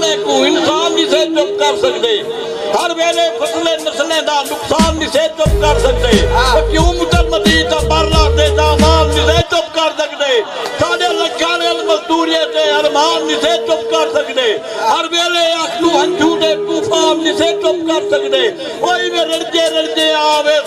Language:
Saraiki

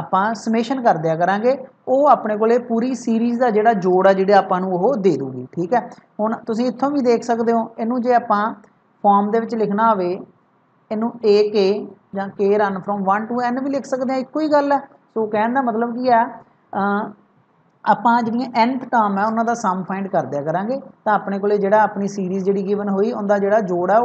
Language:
Punjabi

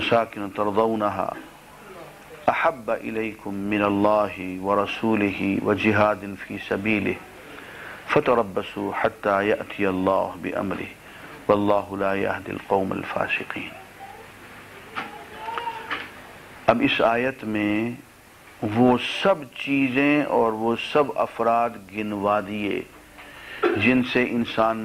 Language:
Urdu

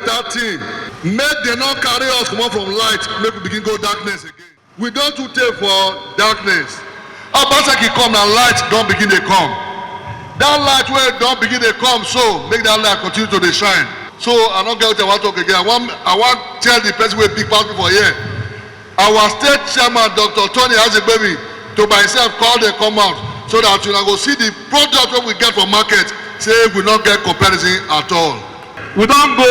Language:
Nigerian Pidgin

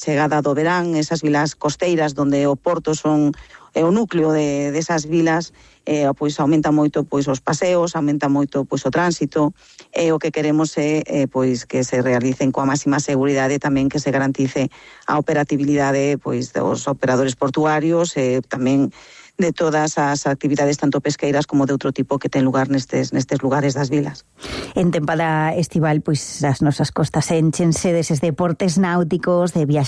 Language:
Galician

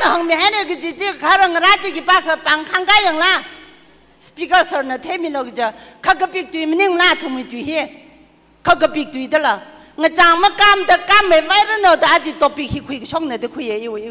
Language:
Tangkhul Naga (India)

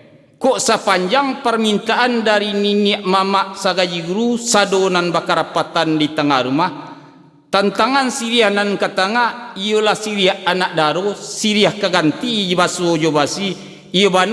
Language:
Minangkabau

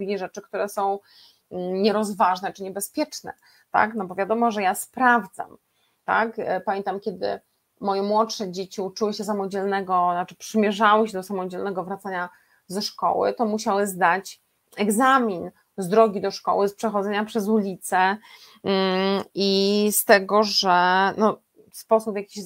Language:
Polish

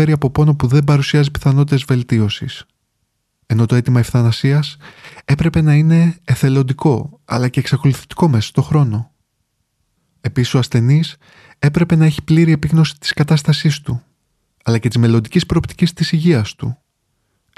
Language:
Greek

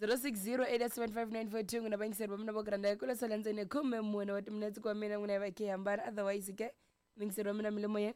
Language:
Tsonga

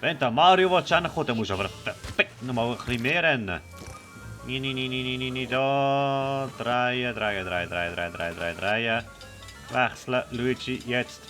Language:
Swiss German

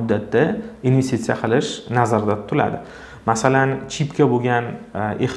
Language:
Uzbek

